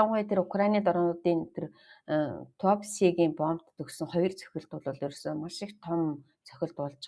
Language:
Mongolian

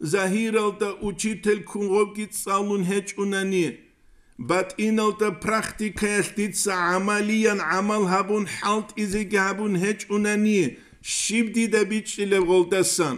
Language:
Avaric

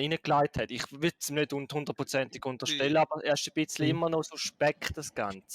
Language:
Swiss German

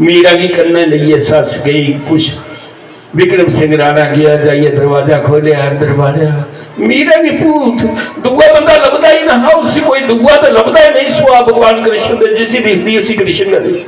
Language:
Dogri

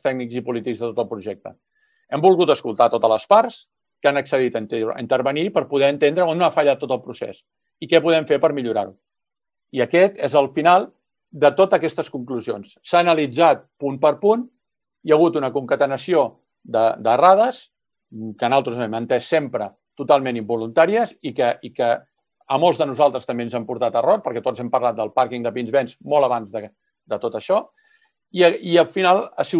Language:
Catalan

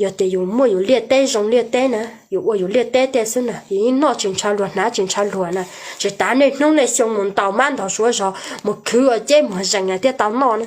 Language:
Hmong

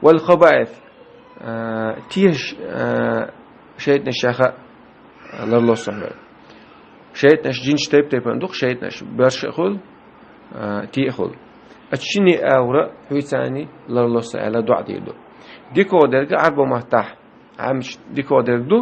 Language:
Chechen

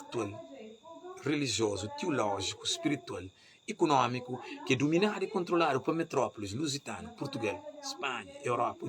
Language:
Kabuverdianu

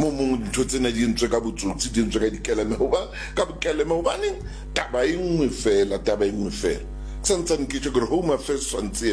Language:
Southern Sotho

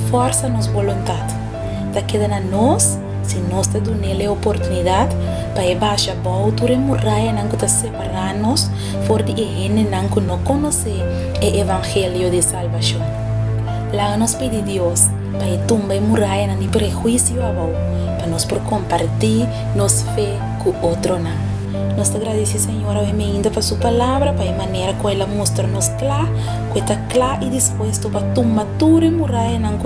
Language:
Papiamento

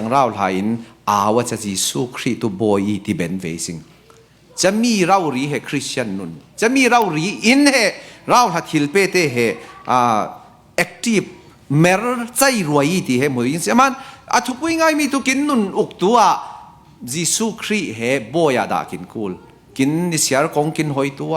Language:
Falam Chin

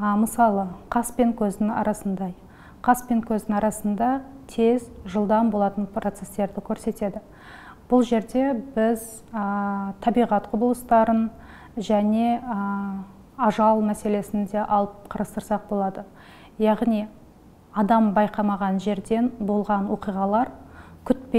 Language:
Kazakh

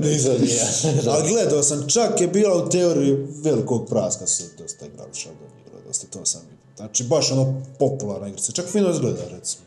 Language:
Bosnian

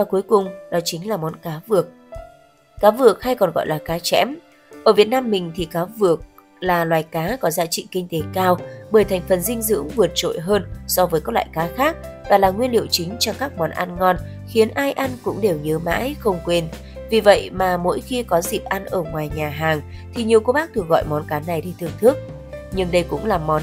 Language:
Vietnamese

